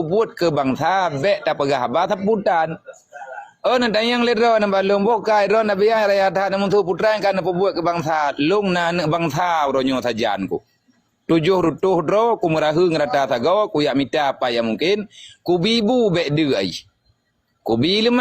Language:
Achinese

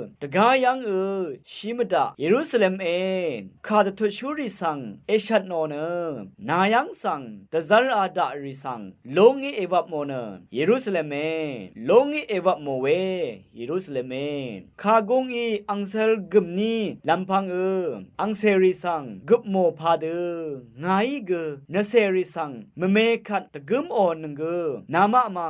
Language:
Rawang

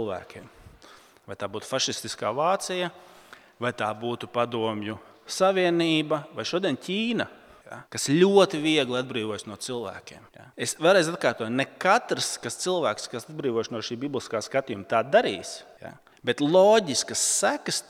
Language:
Latvian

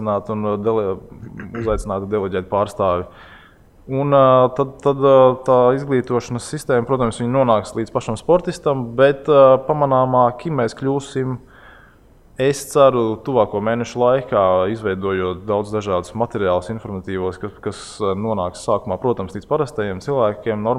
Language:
Latvian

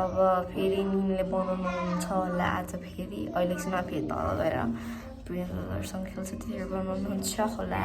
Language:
Nepali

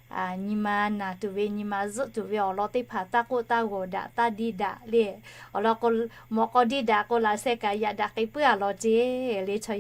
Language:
Lahu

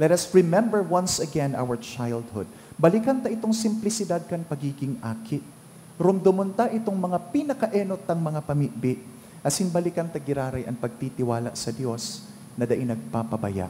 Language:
Bikol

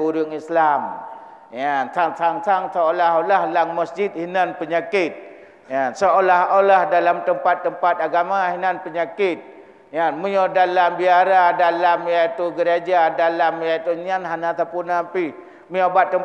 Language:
Achinese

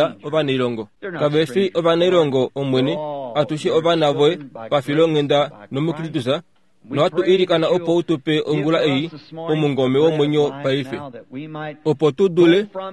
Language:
Kuanyama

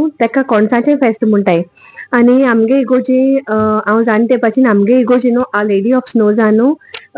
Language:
Konkani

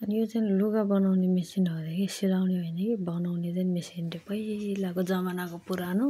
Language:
Nepali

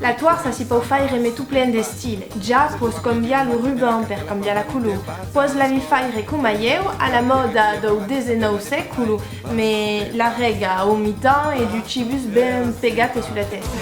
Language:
Occitan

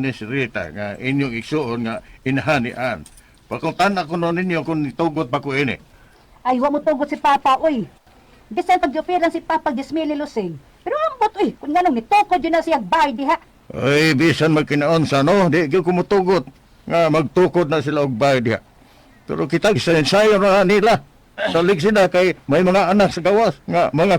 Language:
Cebuano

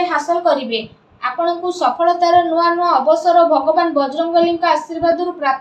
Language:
Odia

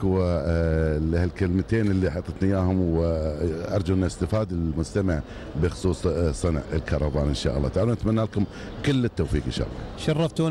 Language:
Gulf Arabic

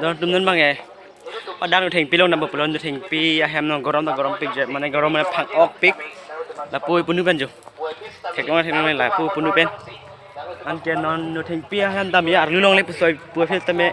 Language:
Karbi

